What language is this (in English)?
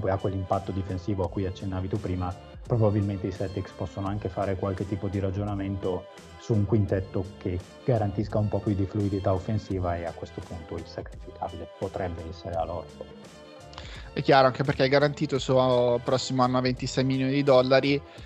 Italian